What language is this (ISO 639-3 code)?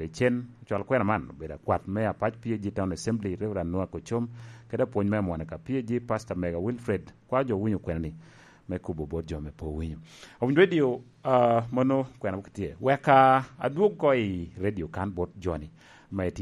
laj